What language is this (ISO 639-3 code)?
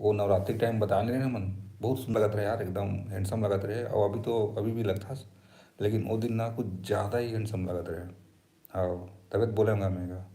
hne